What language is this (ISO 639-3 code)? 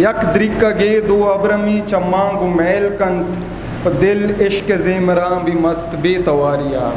bgp